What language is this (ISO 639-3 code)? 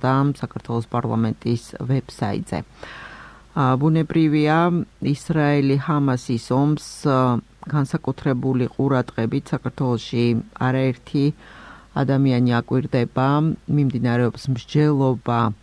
kat